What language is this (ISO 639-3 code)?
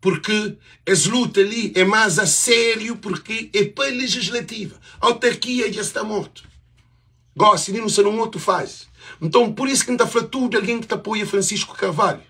kea